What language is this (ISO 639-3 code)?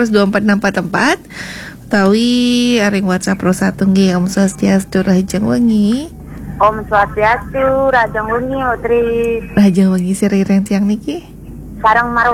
ban